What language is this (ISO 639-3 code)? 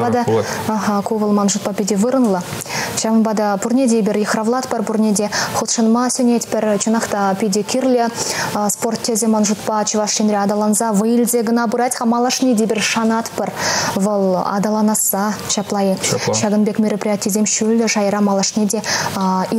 chv